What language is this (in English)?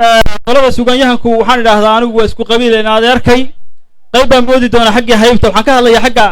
Somali